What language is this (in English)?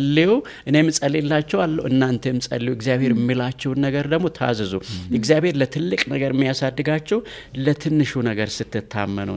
Amharic